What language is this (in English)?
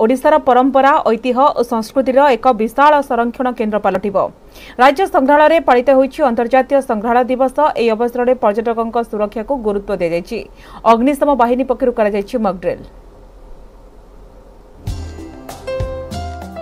Odia